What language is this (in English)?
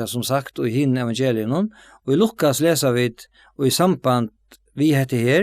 Faroese